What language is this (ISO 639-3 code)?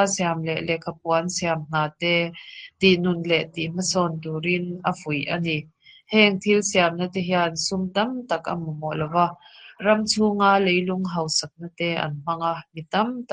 lus